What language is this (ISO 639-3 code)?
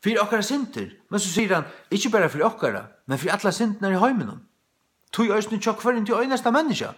fao